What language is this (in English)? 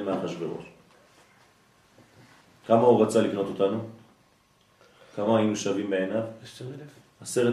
Hebrew